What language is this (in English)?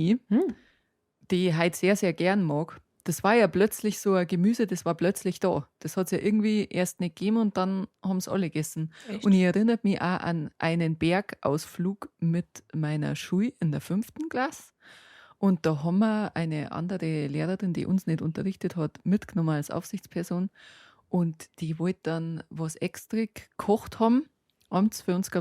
Bavarian